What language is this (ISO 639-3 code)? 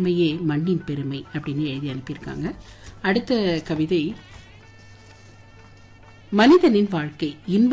tam